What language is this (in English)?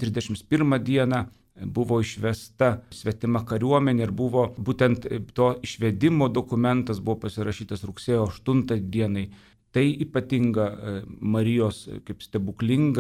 Lithuanian